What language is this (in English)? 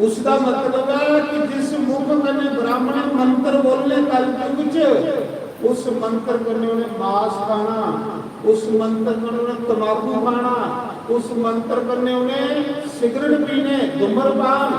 Dogri